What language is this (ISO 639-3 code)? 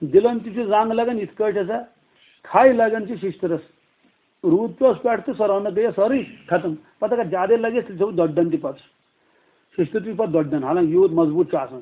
kas